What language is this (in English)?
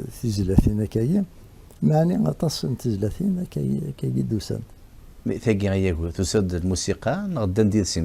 Kabyle